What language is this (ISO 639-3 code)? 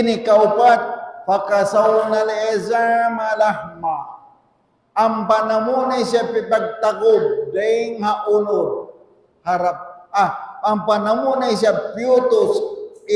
tsg